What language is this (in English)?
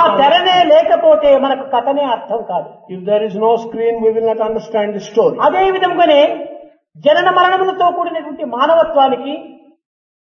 Telugu